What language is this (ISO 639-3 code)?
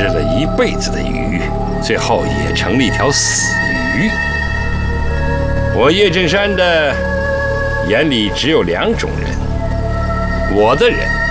zho